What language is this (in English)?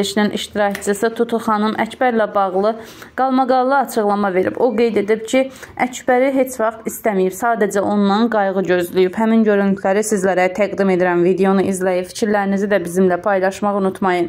Azerbaijani